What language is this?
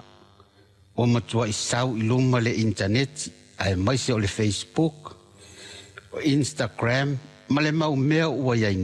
Samoan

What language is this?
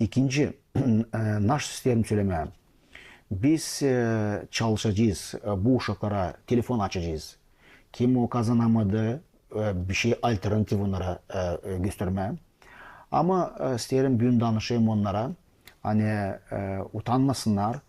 Gagauz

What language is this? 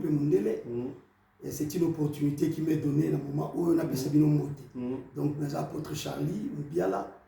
Lingala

